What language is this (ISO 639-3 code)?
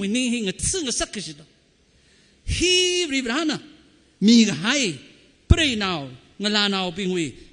nmf